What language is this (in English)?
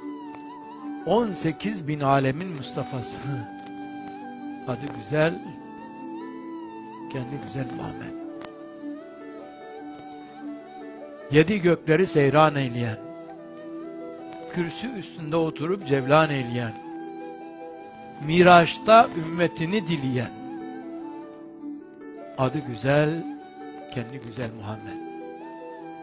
Turkish